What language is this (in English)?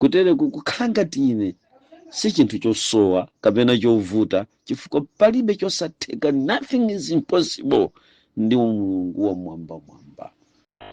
Nyanja